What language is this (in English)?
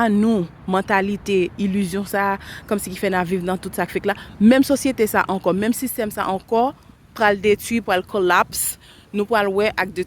Haitian Creole